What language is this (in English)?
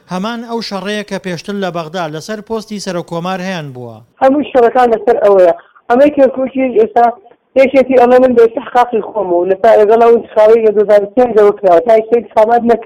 Central Kurdish